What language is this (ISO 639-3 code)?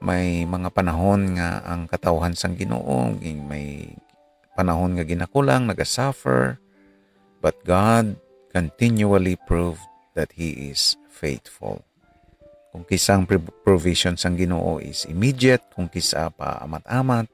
hil